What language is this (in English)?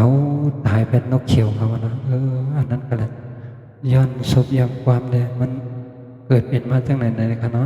Shan